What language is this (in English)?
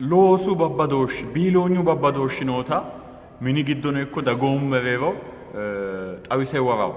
Sidamo